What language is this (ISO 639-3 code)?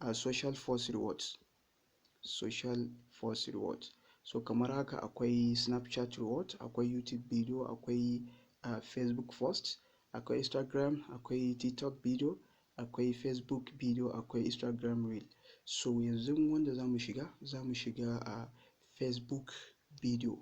hau